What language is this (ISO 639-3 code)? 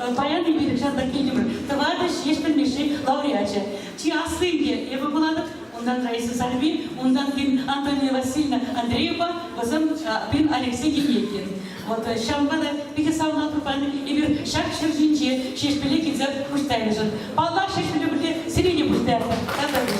chv